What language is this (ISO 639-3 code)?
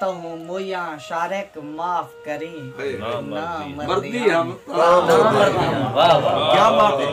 skr